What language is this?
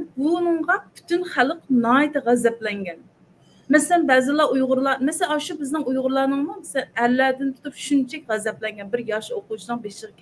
Uyghur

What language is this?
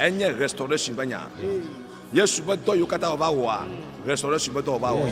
Ewe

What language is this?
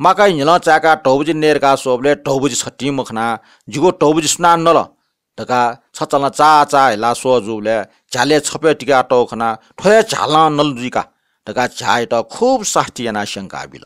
Newari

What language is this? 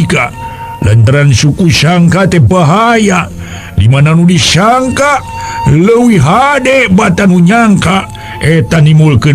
Sundanese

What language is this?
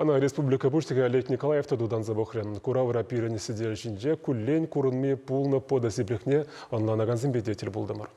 Chuvash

